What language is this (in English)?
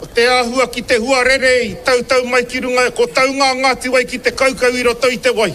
Māori